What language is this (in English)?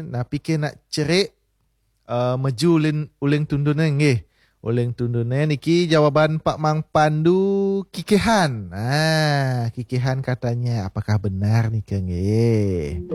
Balinese